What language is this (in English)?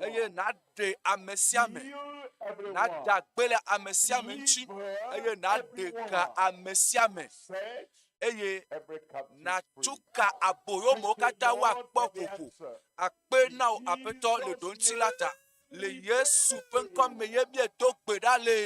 Ewe